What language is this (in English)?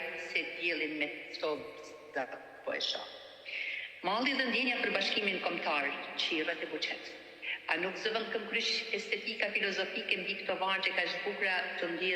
Albanian